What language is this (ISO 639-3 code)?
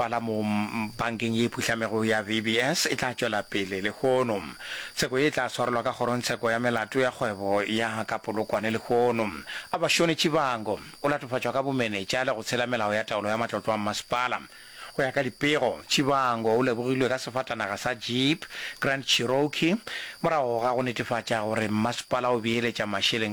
nso